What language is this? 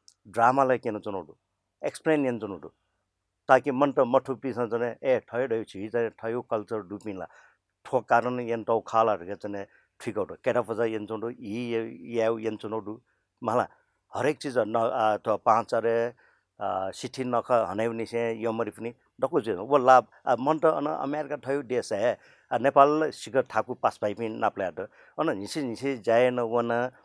Newari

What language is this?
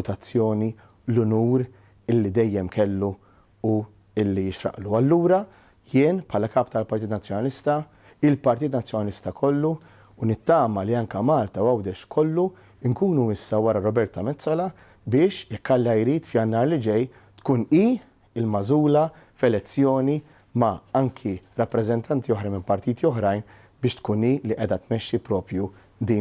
Maltese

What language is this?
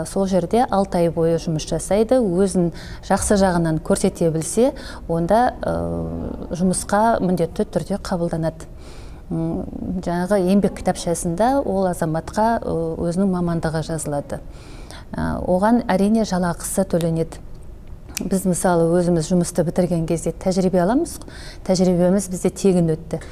Kazakh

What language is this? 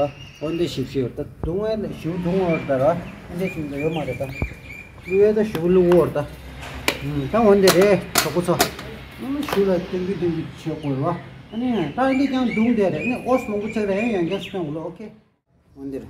Tibetan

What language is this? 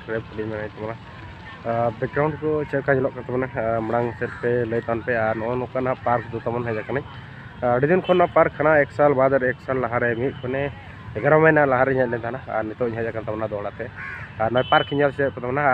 Santali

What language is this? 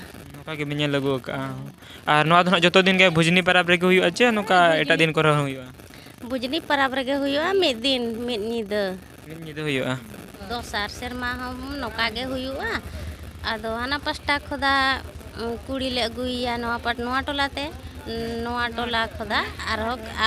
Santali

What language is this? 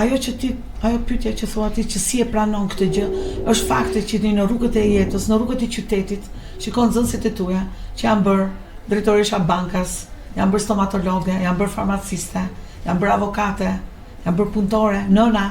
Albanian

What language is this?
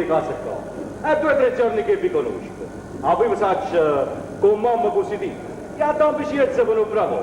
Neapolitan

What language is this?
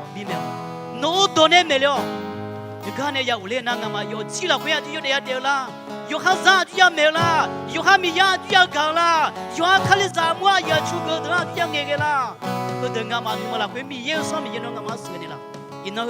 Akha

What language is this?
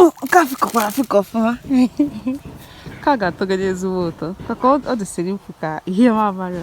Igbo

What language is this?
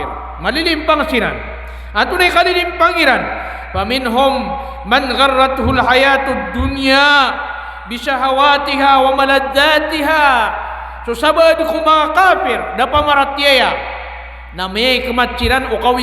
Maranao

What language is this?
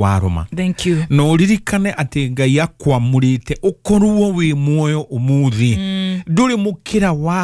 Kikuyu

